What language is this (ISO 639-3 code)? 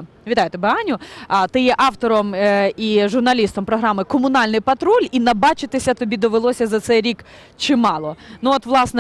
ukr